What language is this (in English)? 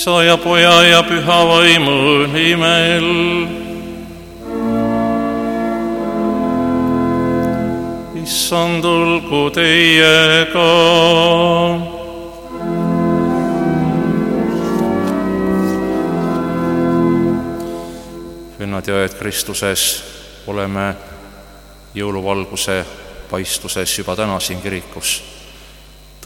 Estonian